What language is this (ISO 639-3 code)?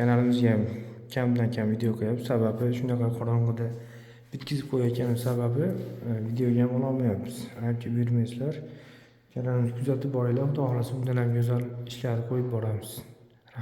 uzb